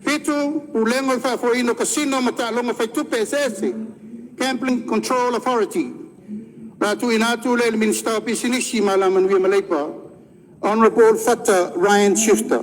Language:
Samoan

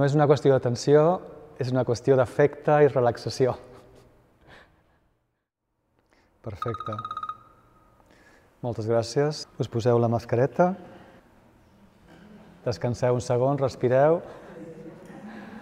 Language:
Catalan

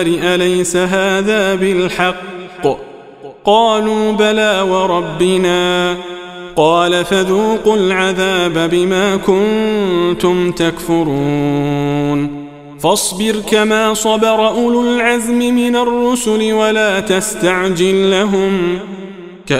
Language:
Arabic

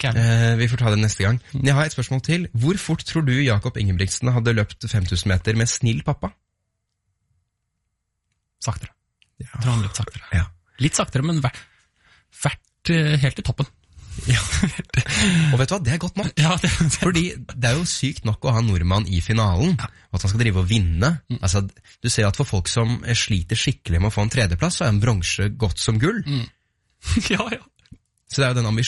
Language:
Norwegian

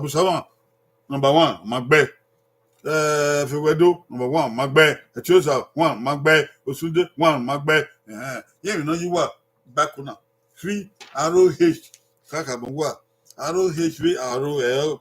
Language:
Bini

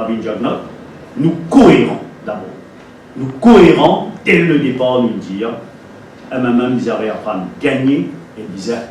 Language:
Morisyen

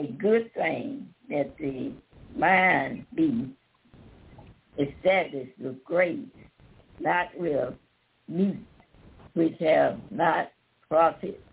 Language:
English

